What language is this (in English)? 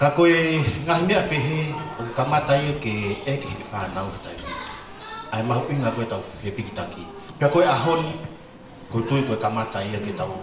Tongan